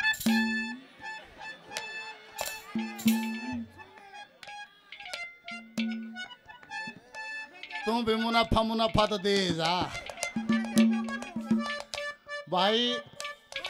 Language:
Hindi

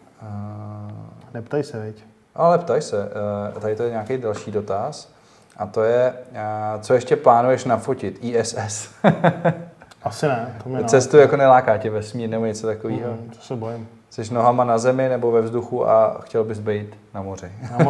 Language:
Czech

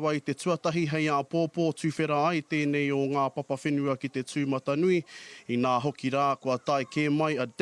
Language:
Māori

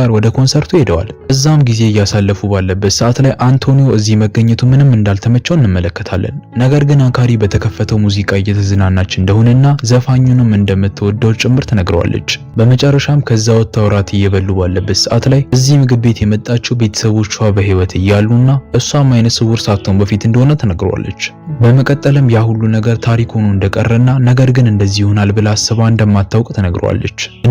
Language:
Amharic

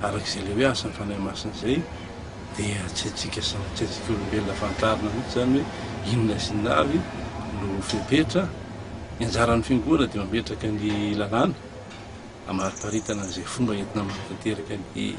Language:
Malagasy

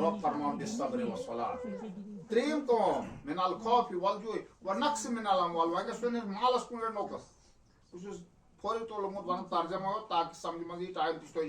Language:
Kashmiri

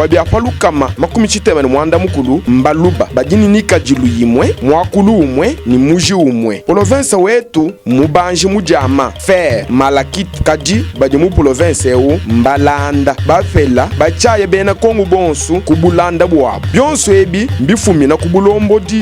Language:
Luba-Lulua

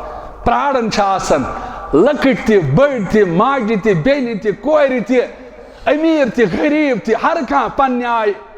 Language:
Kashmiri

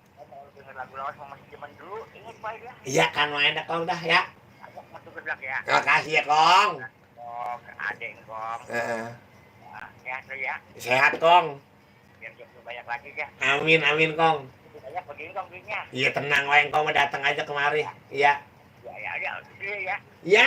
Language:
Betawi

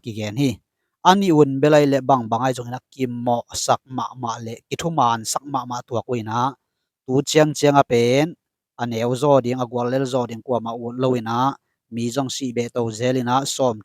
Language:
Tedim Chin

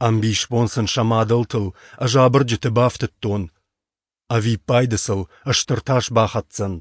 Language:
Ossetic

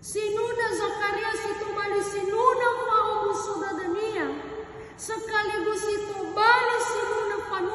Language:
Nias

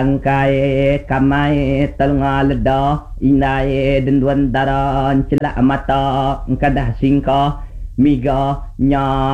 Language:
Iban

